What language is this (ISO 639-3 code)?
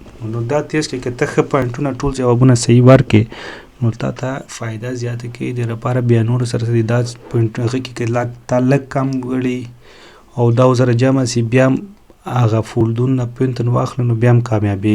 pus